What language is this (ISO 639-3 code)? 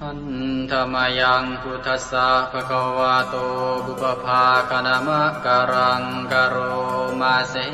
pli